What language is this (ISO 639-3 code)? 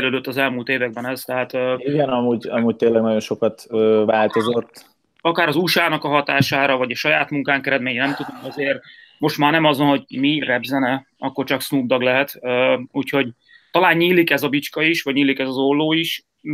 hun